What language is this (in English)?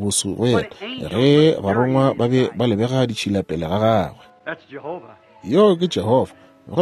Northern Sotho